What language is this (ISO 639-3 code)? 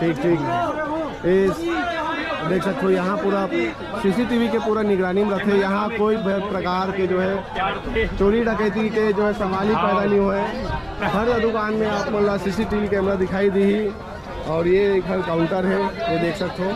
hne